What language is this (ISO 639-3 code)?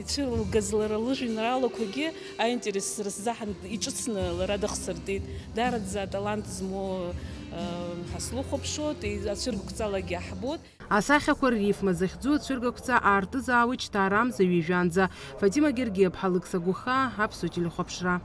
abk